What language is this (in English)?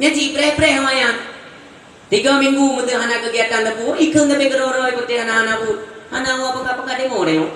Achinese